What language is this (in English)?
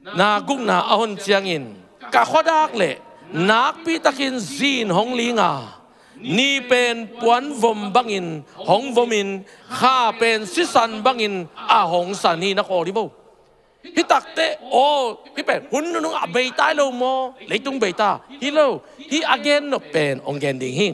Tedim Chin